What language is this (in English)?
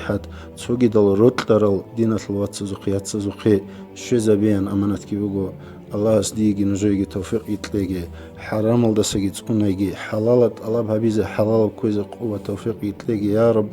Avaric